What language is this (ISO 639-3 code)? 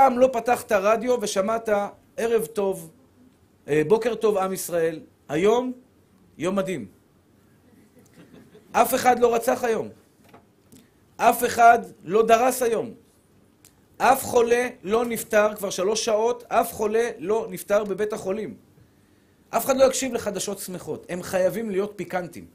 heb